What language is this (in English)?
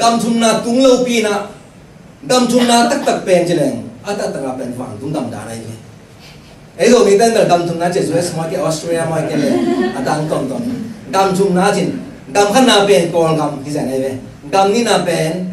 Tedim Chin